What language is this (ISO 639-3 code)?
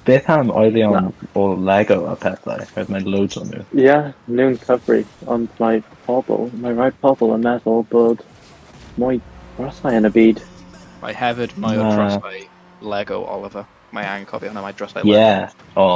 cym